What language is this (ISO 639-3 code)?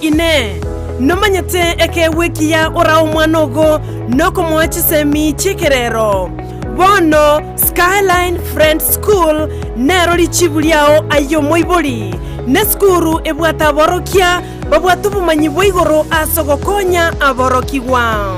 guz